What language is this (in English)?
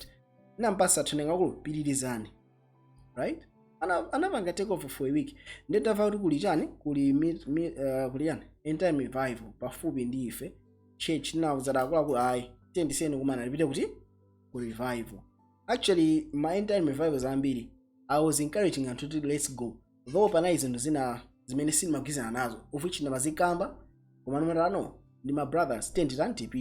Nyanja